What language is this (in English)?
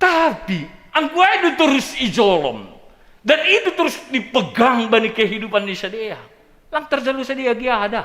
Batak Simalungun